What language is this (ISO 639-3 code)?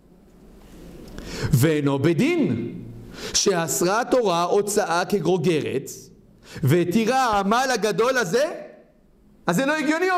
heb